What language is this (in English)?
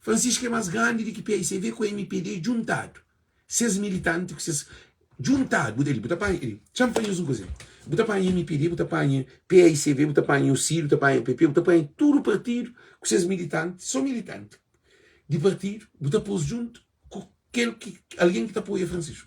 Kabuverdianu